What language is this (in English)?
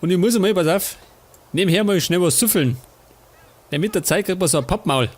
Bavarian